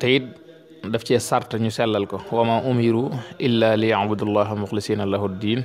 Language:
Wolof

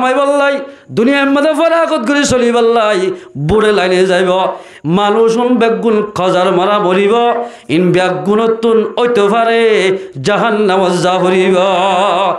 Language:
Rohingya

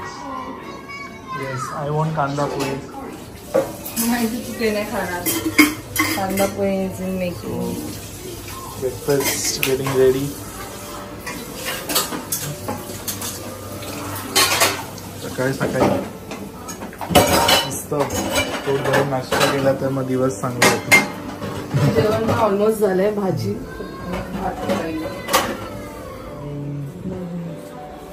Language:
Marathi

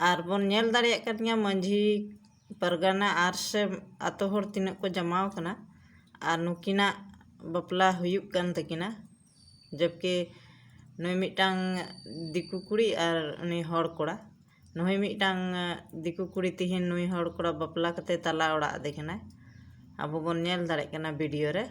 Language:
Santali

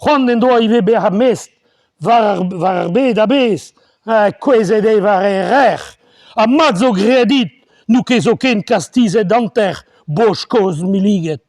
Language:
Breton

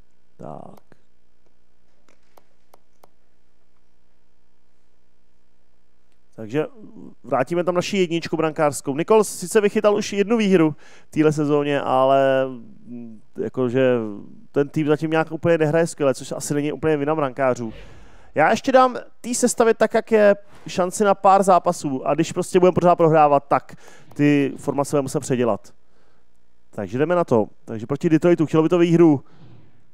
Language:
Czech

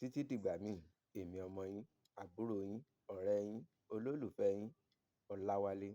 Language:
Yoruba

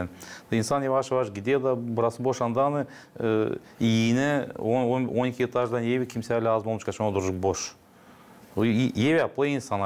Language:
Gagauz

